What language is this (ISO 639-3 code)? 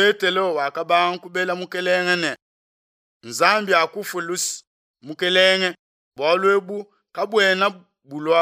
lua